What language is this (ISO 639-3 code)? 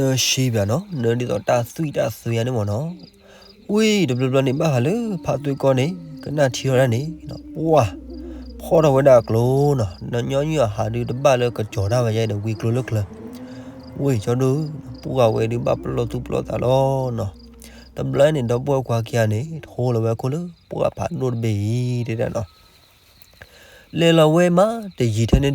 ksw